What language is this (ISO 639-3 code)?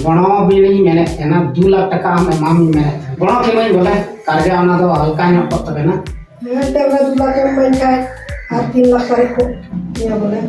sat